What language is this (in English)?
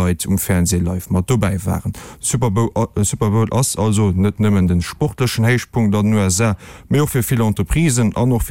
Luxembourgish